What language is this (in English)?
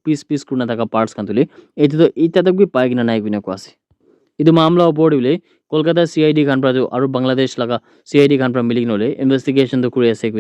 Naga Pidgin